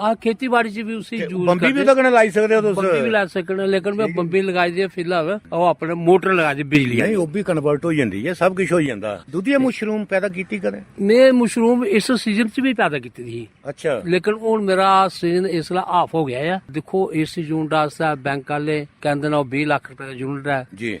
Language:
Dogri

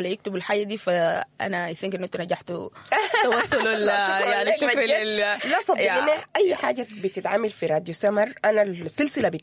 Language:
Sudanese Arabic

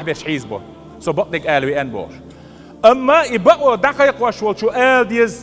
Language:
Chechen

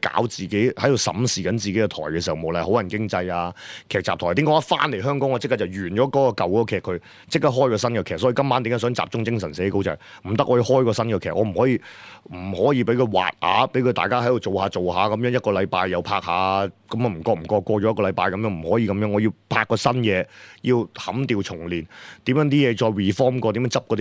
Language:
Cantonese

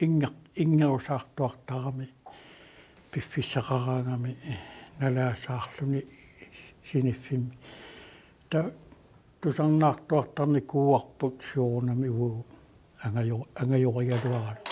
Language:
Kalaallisut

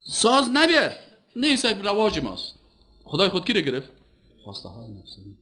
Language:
Persian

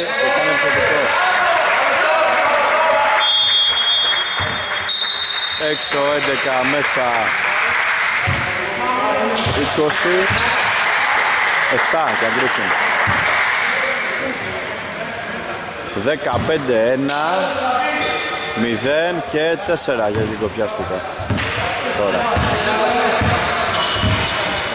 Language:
Greek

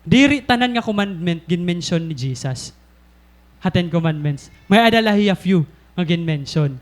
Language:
Waray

